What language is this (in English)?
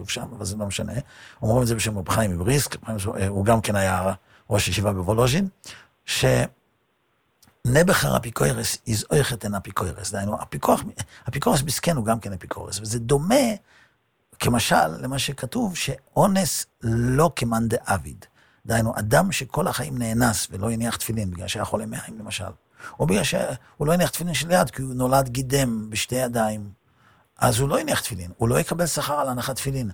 Hebrew